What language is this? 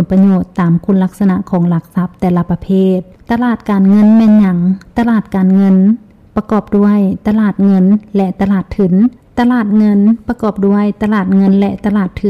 Lao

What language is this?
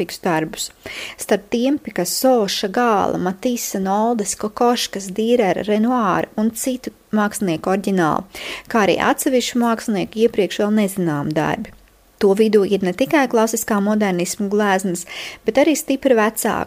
Latvian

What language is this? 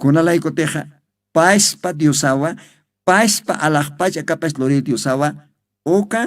Aymara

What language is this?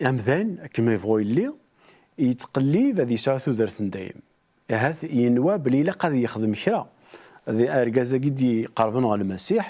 Kabyle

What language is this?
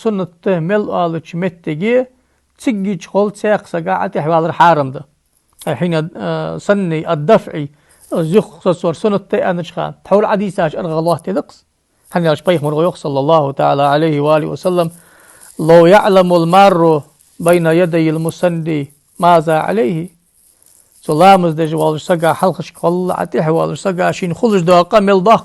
Ingush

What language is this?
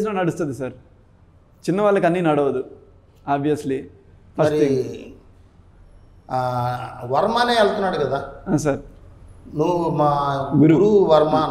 Telugu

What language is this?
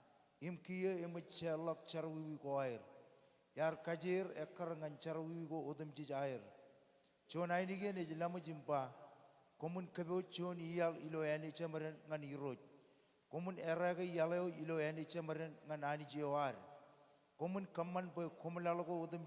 Marshallese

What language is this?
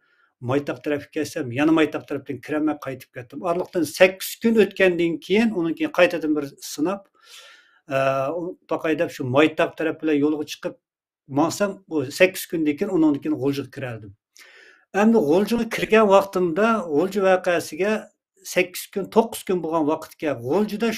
Uyghur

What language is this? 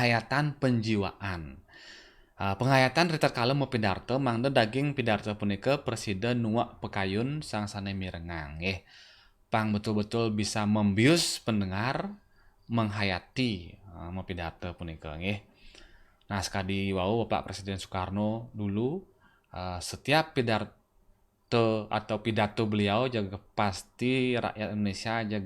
Balinese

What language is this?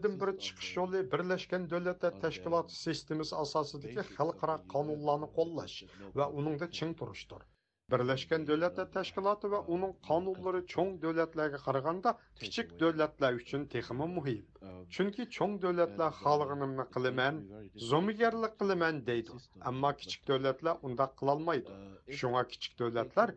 Uyghur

